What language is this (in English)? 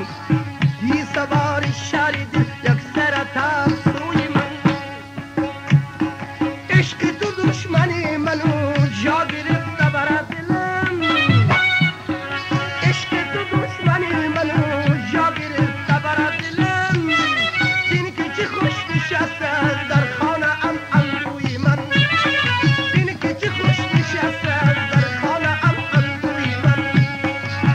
Persian